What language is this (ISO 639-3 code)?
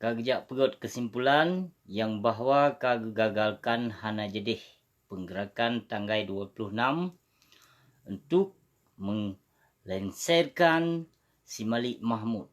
ace